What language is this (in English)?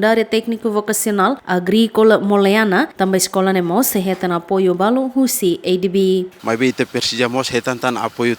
Tetum